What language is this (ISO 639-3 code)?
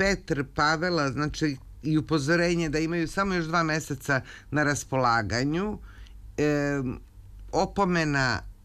srp